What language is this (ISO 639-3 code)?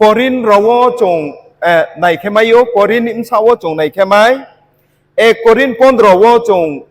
ria